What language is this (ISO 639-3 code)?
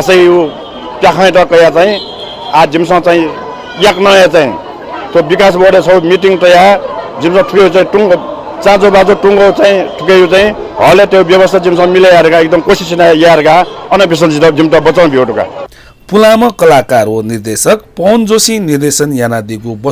new